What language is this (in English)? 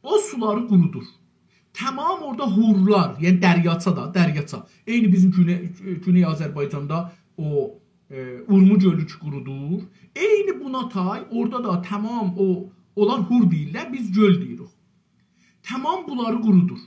South Azerbaijani